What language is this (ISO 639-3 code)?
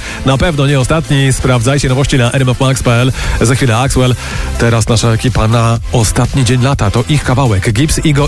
pol